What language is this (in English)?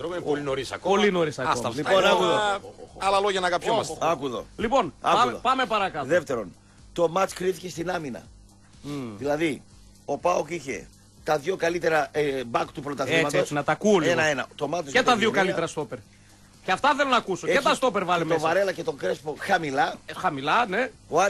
Greek